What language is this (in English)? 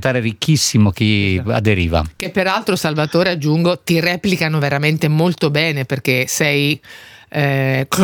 Italian